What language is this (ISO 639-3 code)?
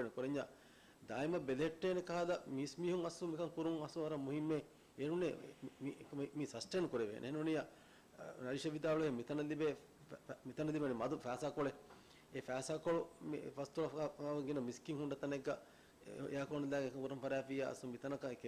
div